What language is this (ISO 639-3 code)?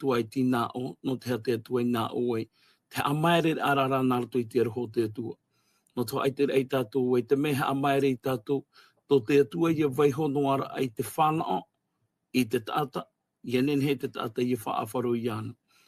tah